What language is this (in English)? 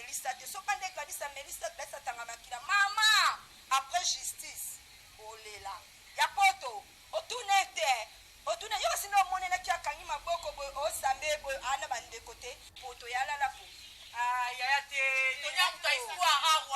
Lingala